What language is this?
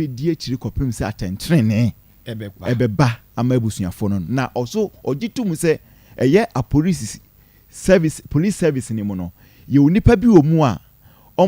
Akan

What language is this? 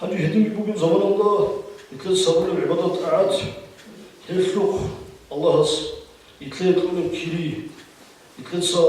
Avaric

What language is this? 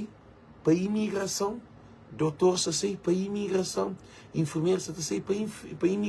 Kabuverdianu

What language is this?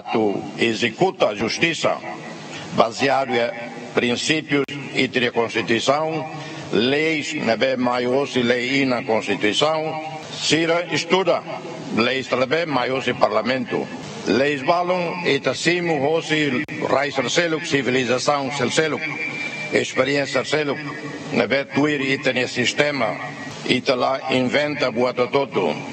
Tetum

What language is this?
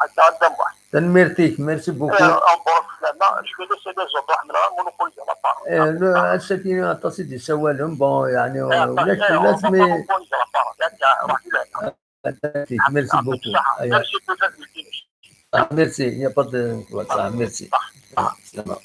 Kabyle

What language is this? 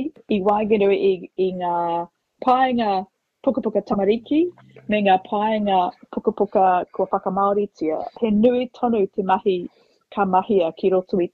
Māori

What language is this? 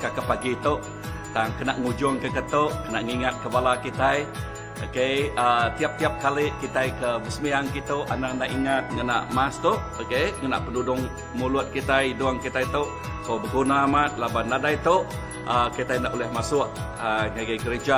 Iban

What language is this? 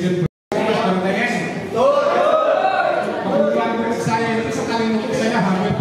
Indonesian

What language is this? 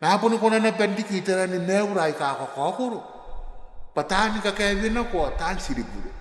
Gilbertese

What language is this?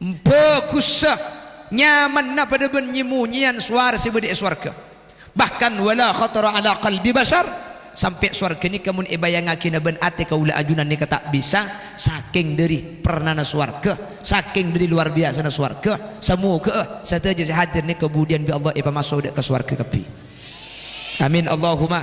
Madurese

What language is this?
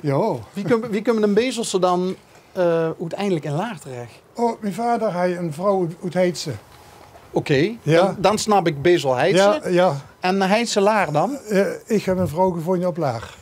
Limburgish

